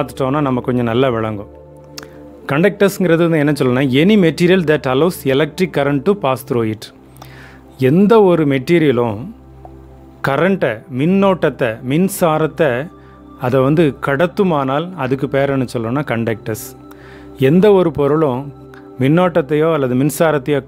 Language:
Tamil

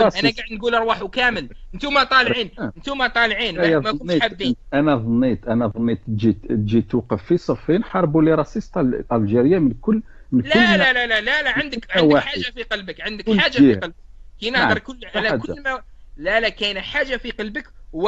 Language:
Algerian Arabic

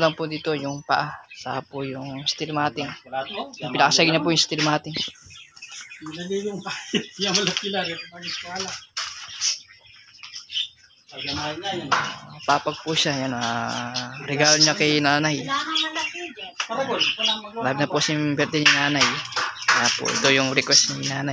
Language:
Filipino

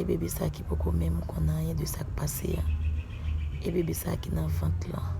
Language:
Haitian Creole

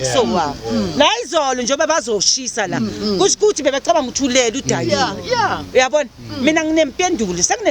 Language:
Zulu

